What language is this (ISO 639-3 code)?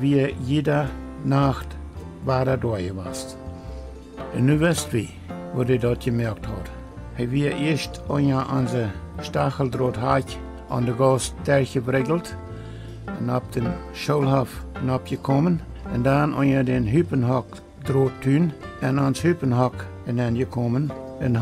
pdt